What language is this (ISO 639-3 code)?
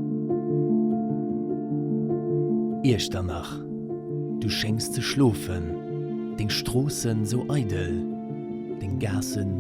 ltz